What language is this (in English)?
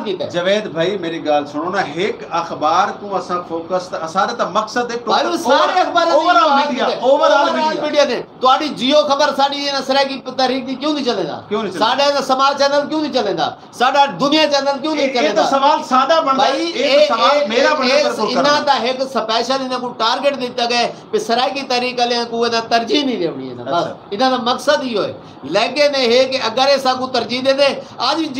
Saraiki